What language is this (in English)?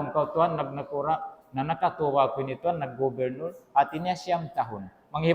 Tausug